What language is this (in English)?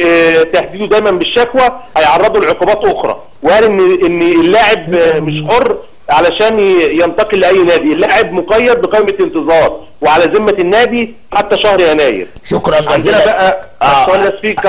Egyptian Arabic